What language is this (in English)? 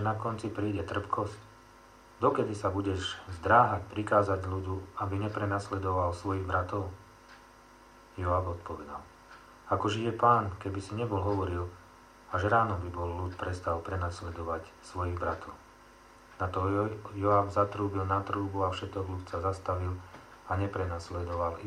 Slovak